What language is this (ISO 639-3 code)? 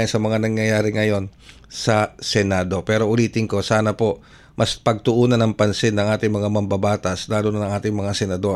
fil